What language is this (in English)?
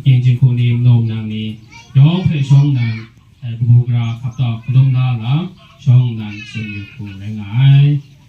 Kachin